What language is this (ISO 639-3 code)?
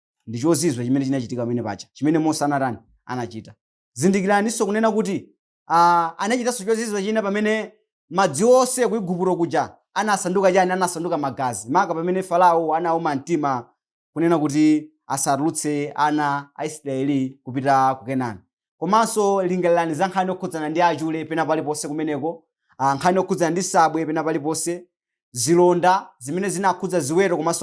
nya